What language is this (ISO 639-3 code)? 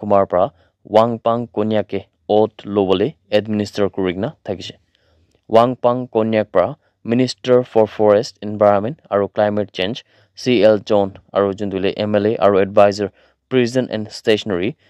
nag